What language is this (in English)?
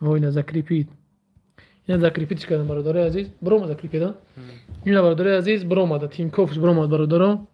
Tajik